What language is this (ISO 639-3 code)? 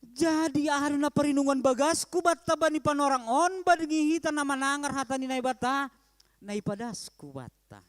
bts